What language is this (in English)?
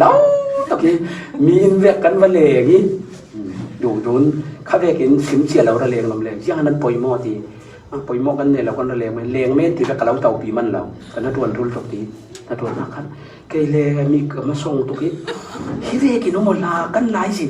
Falam Chin